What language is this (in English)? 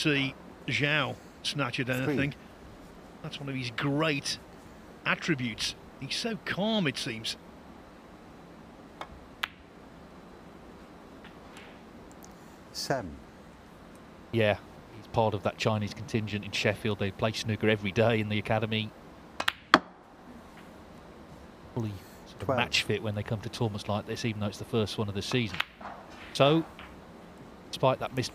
English